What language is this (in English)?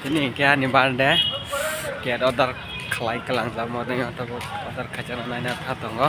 Kok Borok